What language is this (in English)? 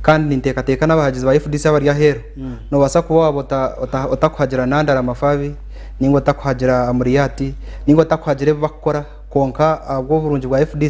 Nyankole